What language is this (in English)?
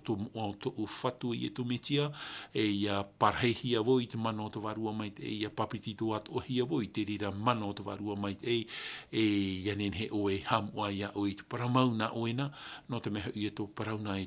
Tahitian